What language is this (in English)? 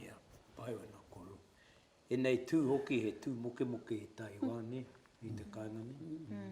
Māori